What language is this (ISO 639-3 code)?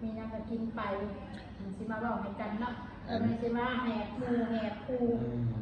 tts